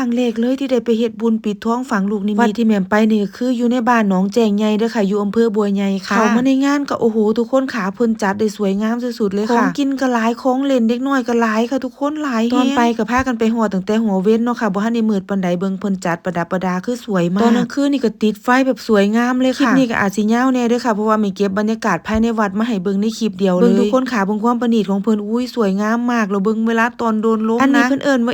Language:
Northeastern Thai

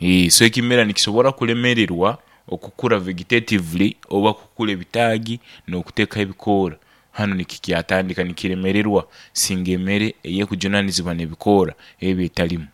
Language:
Nyoro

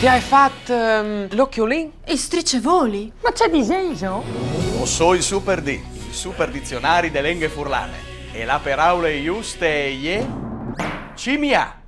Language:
Friulian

